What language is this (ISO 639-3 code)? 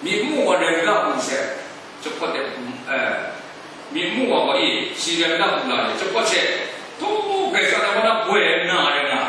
kac